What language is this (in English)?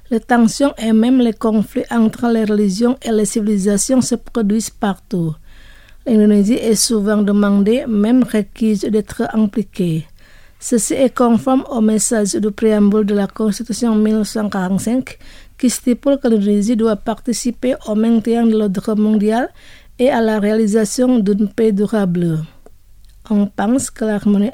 French